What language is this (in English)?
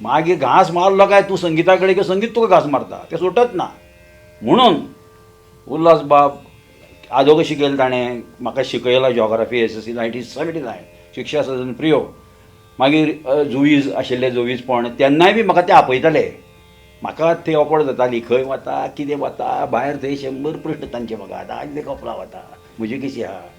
Konkani